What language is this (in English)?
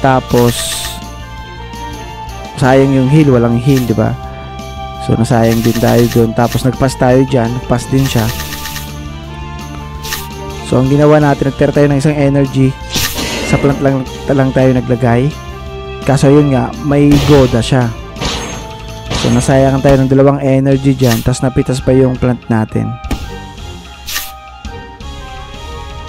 Filipino